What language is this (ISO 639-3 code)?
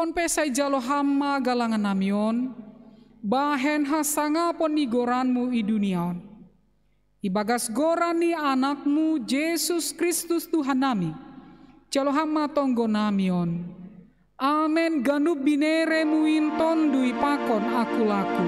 bts